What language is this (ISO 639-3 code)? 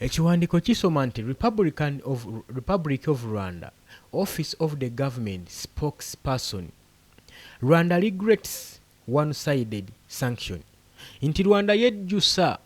lug